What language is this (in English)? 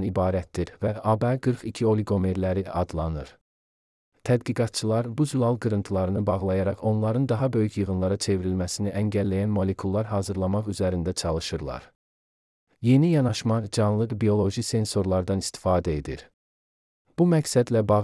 Azerbaijani